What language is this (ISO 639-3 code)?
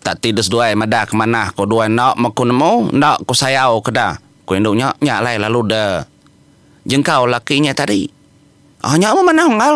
iba